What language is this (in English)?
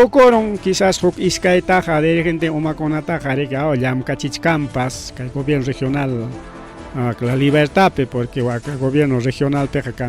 Ayacucho Quechua